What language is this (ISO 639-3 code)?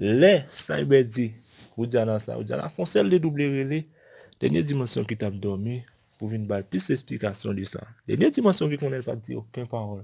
hat